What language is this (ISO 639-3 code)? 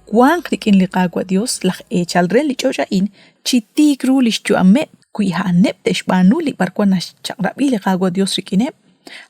kek